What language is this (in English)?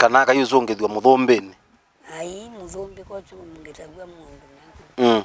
Kamba